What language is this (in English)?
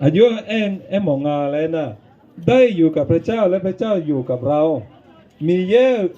Akha